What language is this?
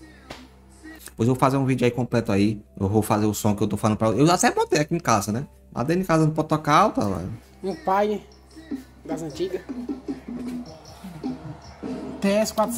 Portuguese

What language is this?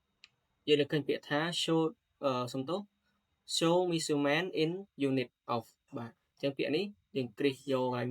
Khmer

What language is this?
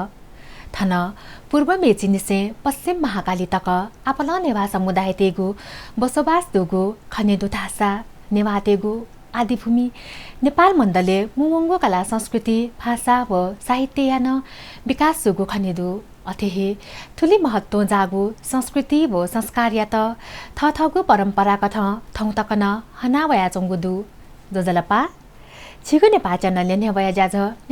Newari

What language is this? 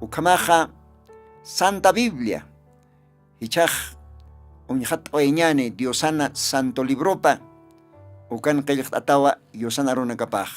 Aymara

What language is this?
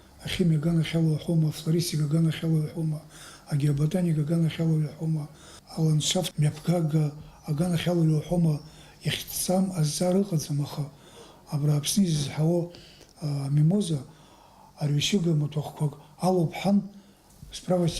Abkhazian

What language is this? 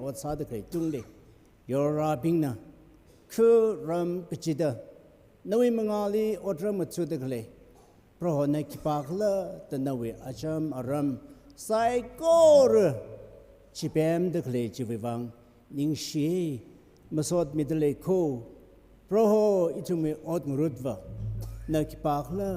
Tangkhul Naga (India)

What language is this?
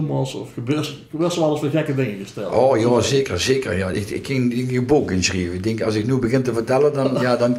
Limburgish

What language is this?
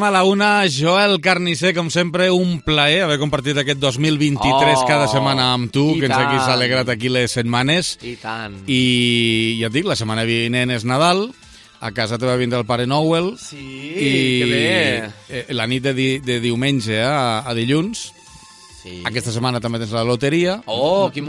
Catalan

